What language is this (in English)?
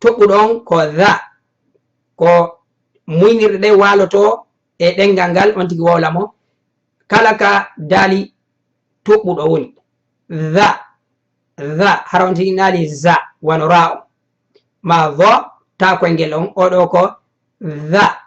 Fula